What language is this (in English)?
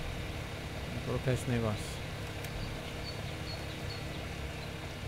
Portuguese